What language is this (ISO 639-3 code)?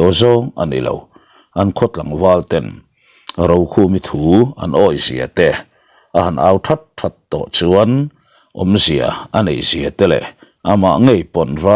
lus